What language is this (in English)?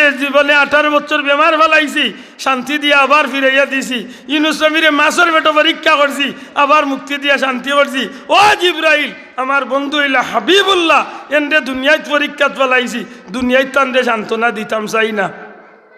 Sylheti